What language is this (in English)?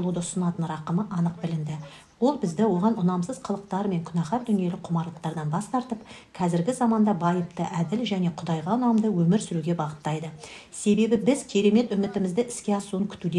Kazakh